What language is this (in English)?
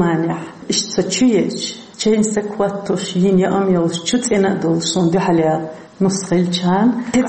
Chechen